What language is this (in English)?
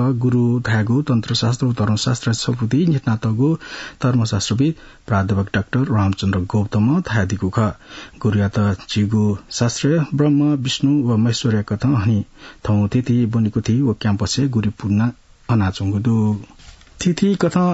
Newari